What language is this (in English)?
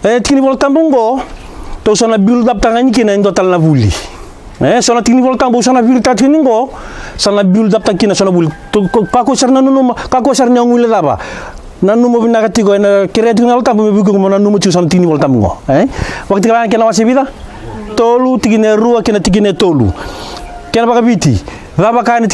Fijian